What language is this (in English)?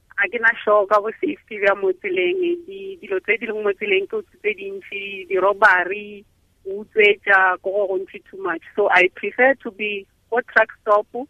Tswana